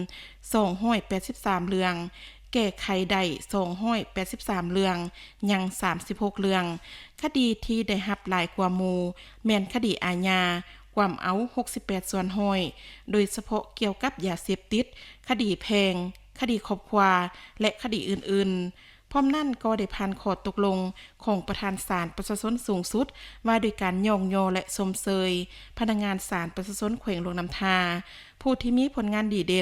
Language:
Lao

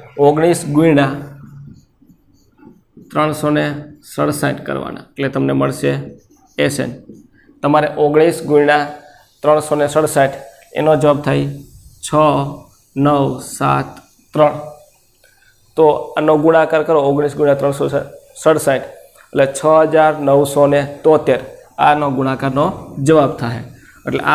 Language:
Gujarati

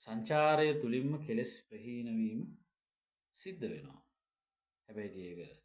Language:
Sinhala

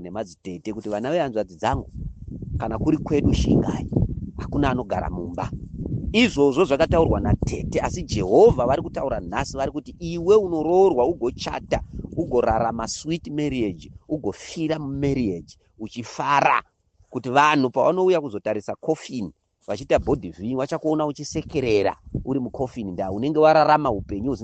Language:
Shona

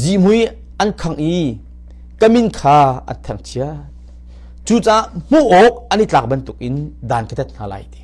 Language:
Hakha Chin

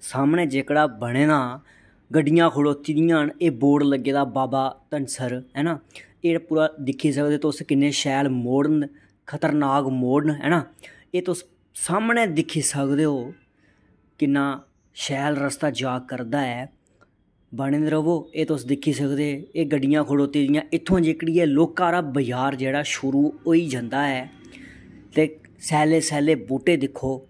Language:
Dogri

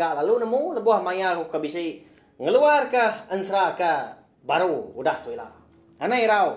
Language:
Iban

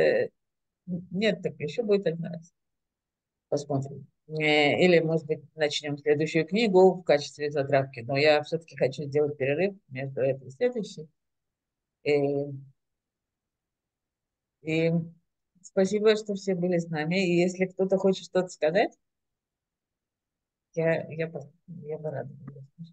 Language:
Russian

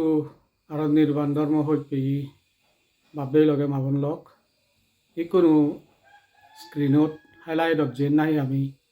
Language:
Chakma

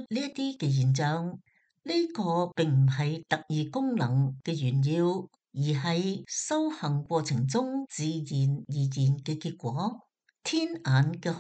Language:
Cantonese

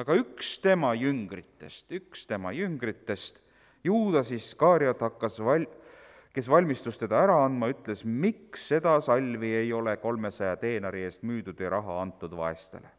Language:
Estonian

